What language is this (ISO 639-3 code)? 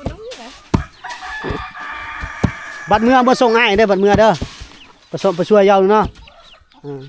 lao